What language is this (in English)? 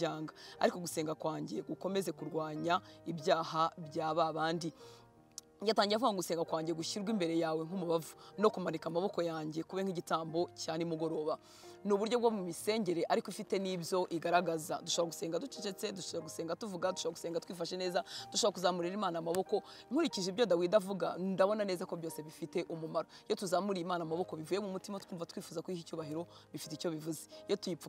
Kinyarwanda